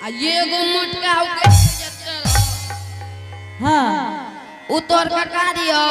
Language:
Angika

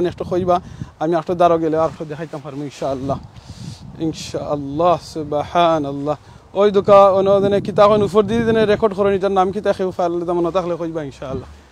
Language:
Sylheti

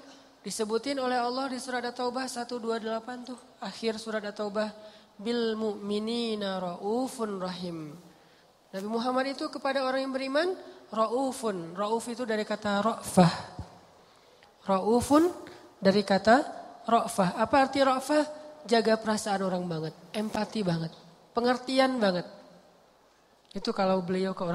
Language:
Indonesian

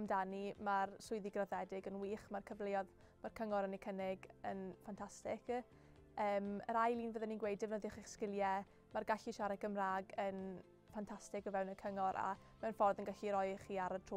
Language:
Welsh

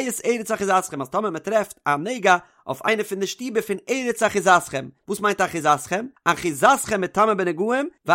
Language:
Yiddish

